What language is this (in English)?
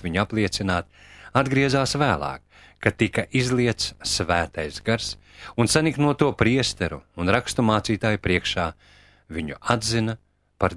Latvian